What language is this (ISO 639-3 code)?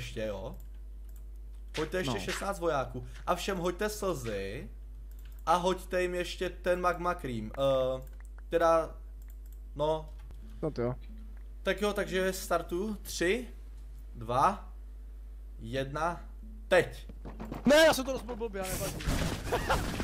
ces